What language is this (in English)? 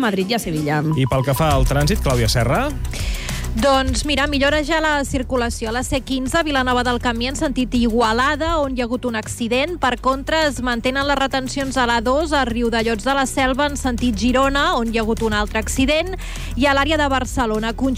Catalan